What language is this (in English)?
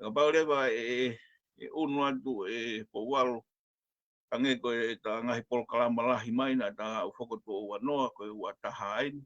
Tongan